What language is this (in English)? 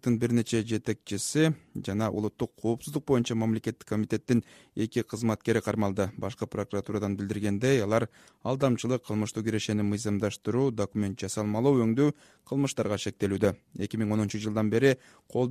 Kyrgyz